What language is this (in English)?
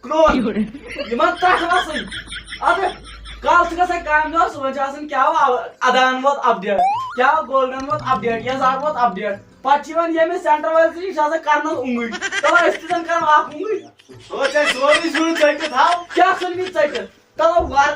Kashmiri